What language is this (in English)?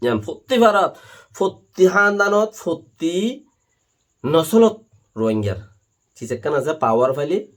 Rohingya